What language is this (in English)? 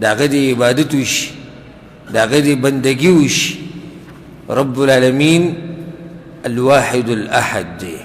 Pashto